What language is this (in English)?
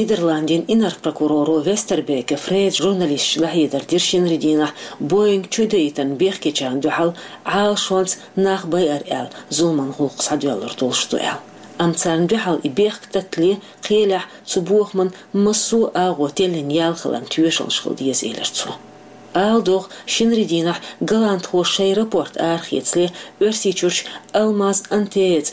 Chechen